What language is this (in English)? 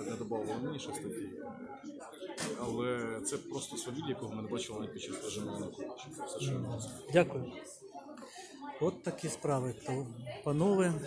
Ukrainian